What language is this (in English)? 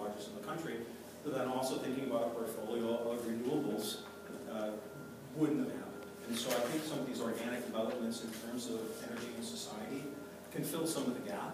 English